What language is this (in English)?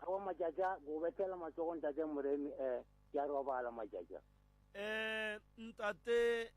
Northern Sotho